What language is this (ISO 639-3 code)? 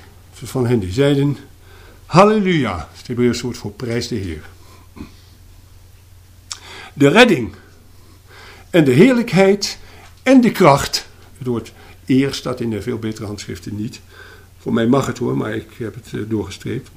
nld